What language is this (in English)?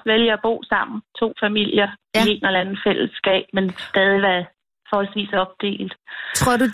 Danish